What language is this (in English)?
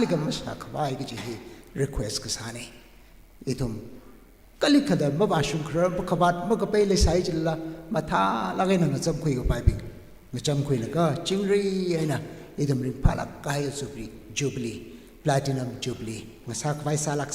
Tangkhul Naga (India)